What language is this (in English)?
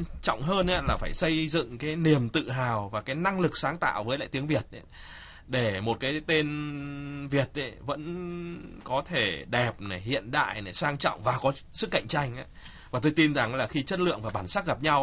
Vietnamese